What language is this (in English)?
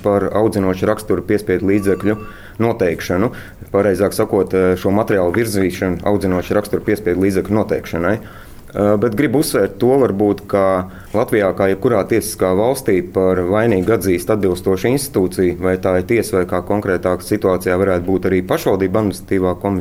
Latvian